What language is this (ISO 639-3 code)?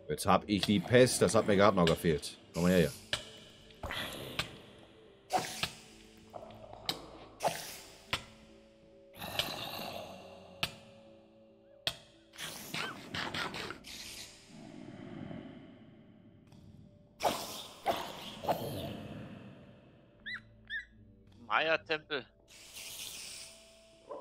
deu